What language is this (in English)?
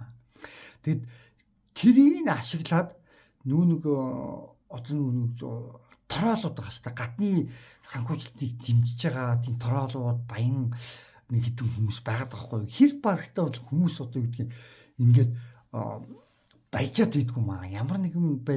Mongolian